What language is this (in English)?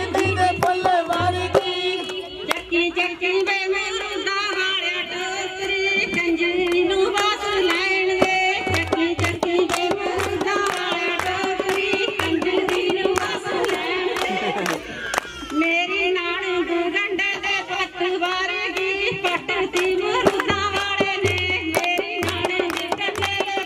Punjabi